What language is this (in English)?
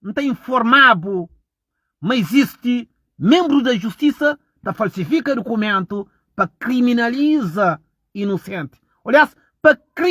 Kabuverdianu